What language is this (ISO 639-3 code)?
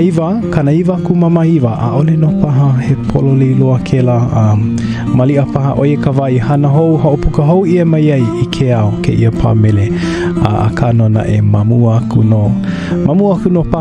haw